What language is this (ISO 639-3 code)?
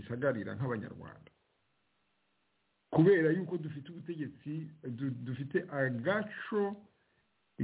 kin